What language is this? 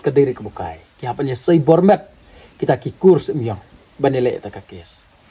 Khasi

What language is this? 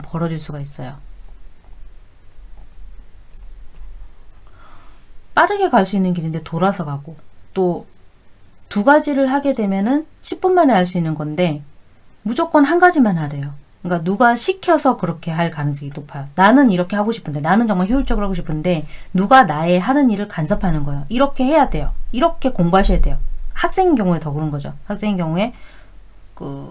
Korean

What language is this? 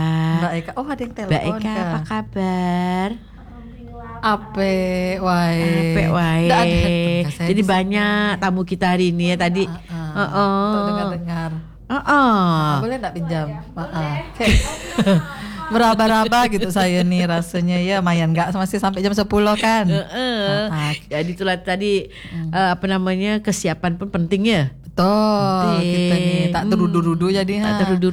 Malay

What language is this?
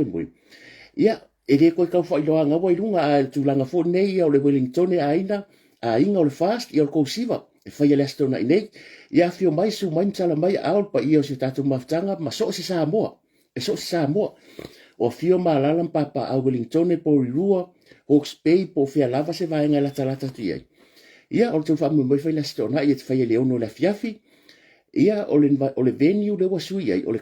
Samoan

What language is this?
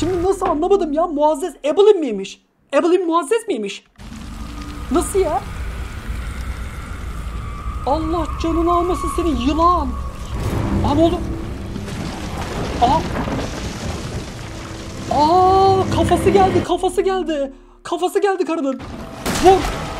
Turkish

